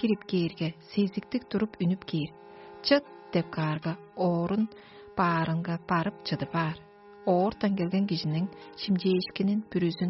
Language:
Tuvinian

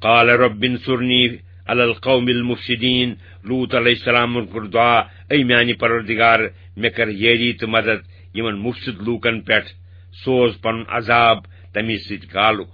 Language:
Kashmiri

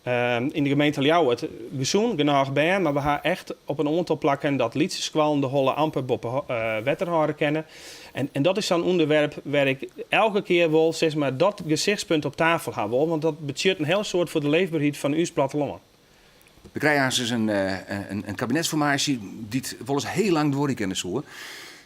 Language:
Western Frisian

